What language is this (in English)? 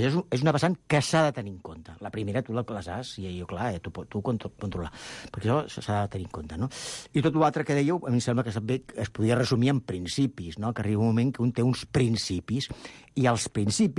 Catalan